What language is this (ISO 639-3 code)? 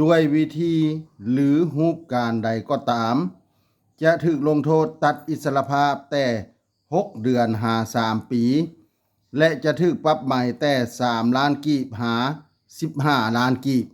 lao